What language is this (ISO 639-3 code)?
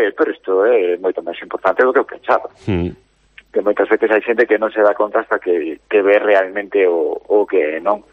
glg